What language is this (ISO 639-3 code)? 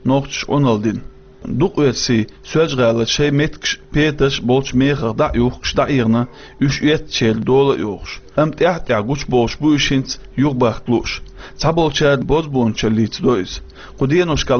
che